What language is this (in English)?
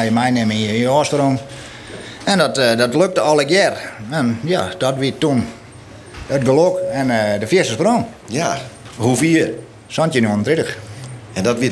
Western Frisian